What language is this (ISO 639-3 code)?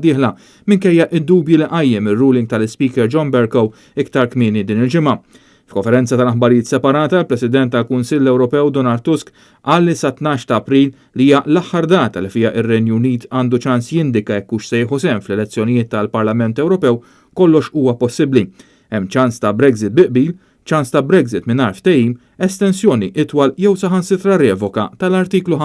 mlt